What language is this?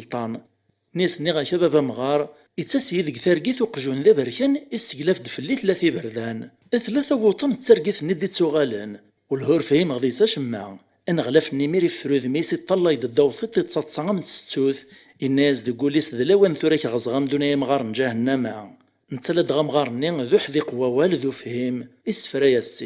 Kabyle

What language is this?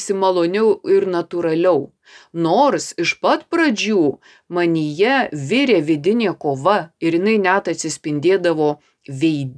Lithuanian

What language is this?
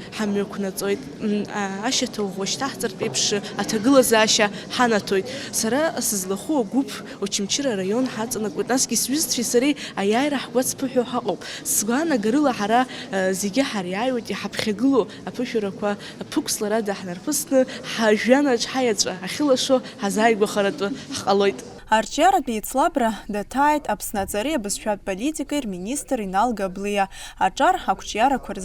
Abkhazian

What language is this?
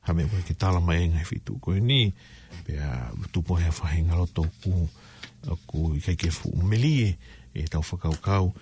Tongan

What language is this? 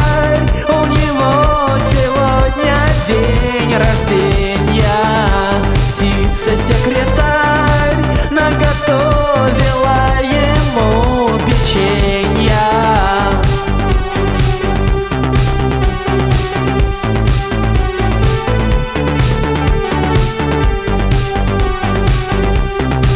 Russian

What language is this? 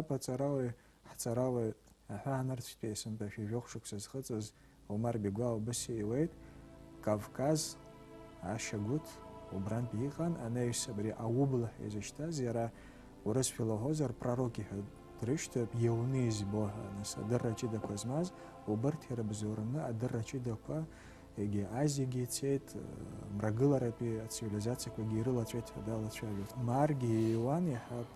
Abkhazian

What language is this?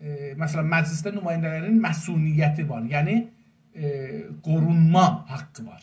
South Azerbaijani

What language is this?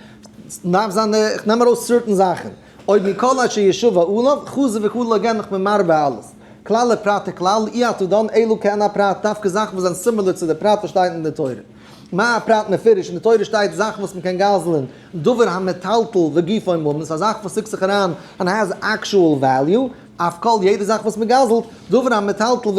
Yiddish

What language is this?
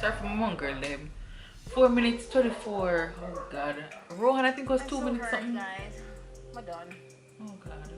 Jamaican Creole English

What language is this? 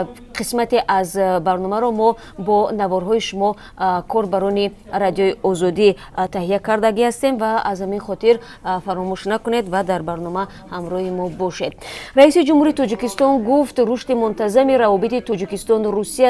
Tajik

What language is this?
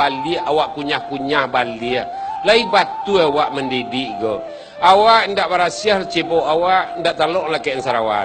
Minangkabau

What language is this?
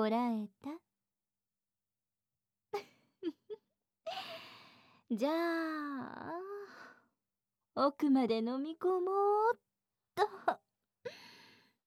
Japanese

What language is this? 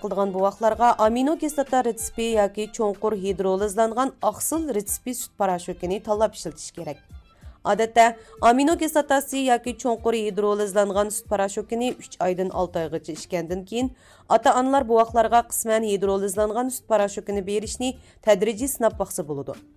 Uyghur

